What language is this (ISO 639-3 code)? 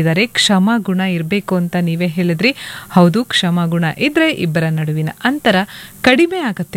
kan